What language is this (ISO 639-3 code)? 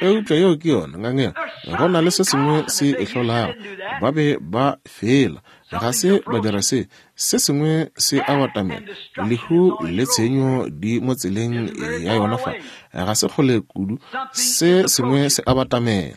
nso